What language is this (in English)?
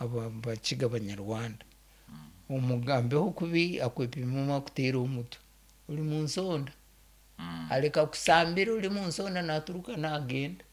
Nyankole